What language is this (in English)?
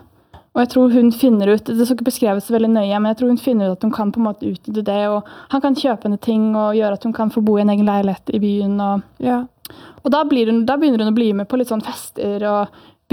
Norwegian